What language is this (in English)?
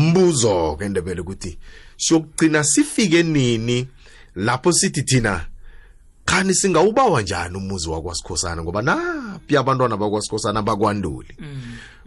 South Ndebele